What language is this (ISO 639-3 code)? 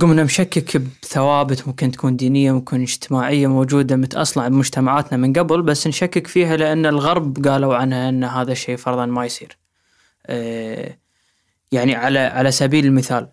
afb